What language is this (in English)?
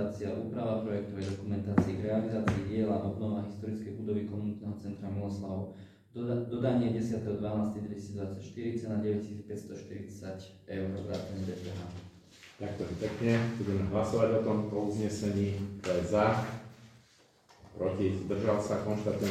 Slovak